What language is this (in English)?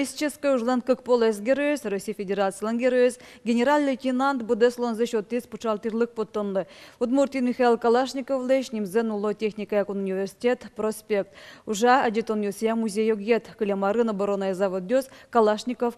Udmurt